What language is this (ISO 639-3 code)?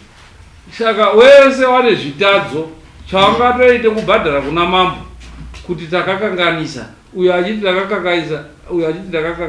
sna